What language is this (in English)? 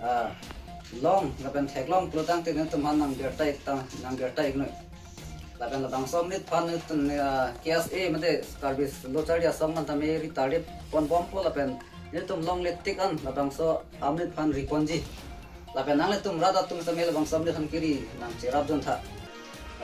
Karbi